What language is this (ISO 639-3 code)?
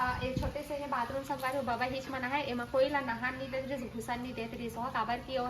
hne